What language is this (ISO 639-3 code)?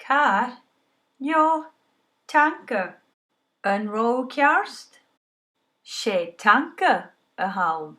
gla